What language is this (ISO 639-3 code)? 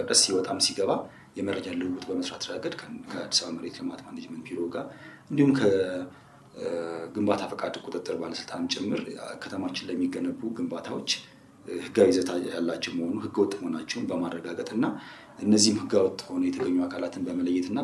amh